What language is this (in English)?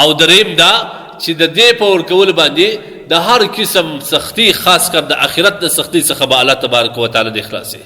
Pashto